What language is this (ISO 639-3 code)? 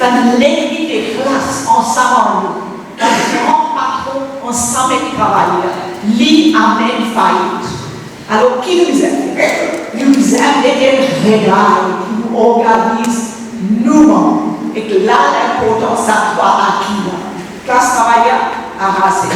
mfe